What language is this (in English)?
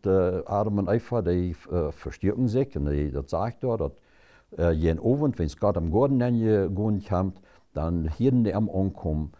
Plautdietsch